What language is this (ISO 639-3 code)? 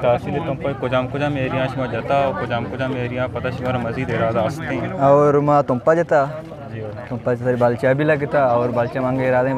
bgp